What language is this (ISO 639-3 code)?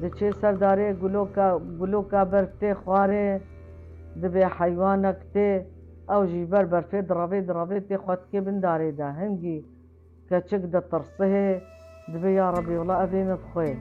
kur